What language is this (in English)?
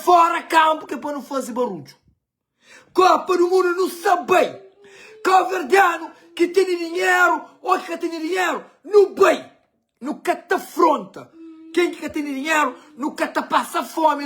Kabuverdianu